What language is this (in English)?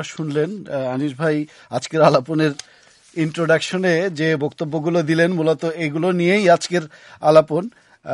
Bangla